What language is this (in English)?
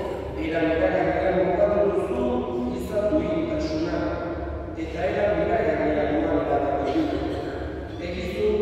Basque